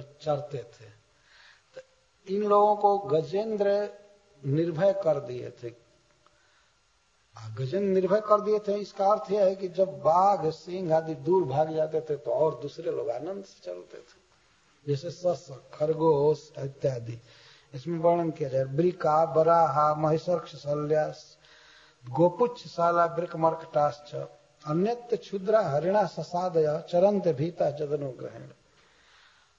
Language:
Hindi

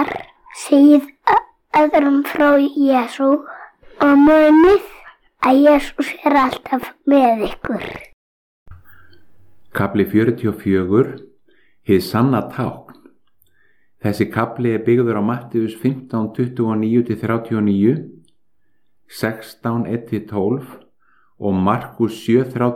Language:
Icelandic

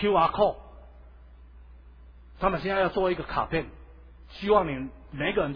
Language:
Chinese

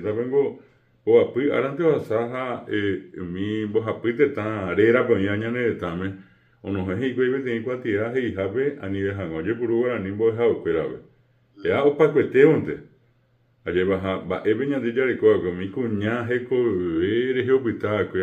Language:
Guarani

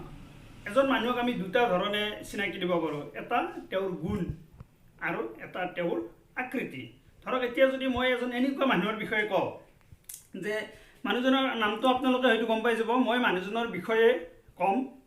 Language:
Assamese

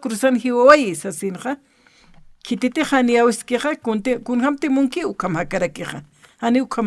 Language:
Aymara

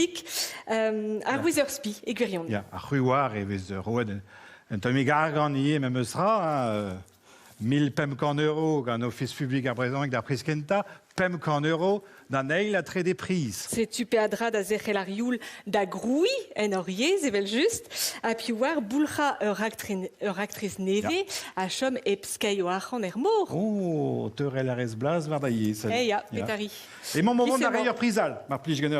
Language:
Breton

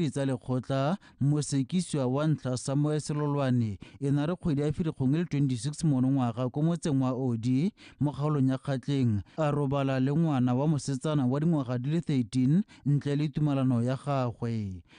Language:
Tswana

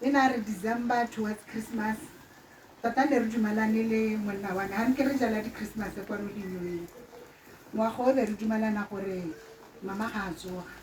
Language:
Tswana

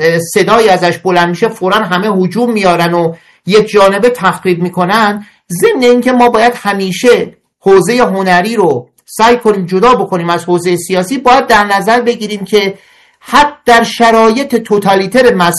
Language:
Persian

